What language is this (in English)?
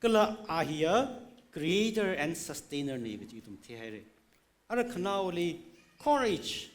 Tangkhul Naga (India)